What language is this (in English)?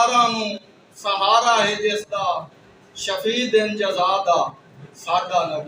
Saraiki